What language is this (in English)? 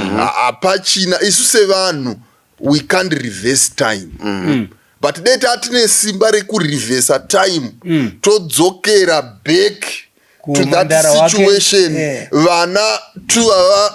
Shona